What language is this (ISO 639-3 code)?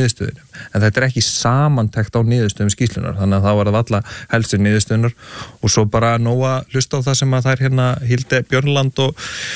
isl